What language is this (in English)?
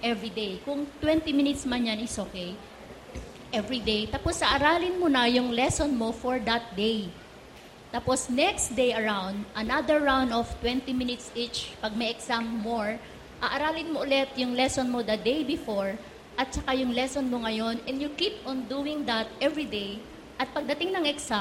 Filipino